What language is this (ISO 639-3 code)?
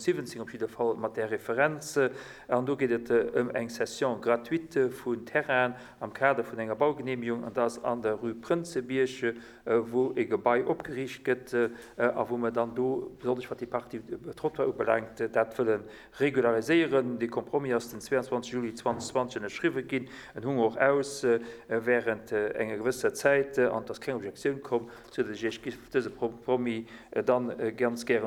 ltz